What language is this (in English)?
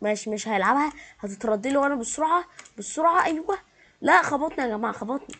Egyptian Arabic